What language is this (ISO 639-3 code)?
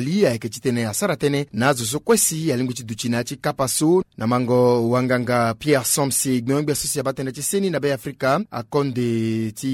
sag